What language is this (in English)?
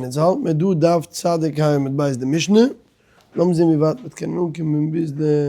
Yiddish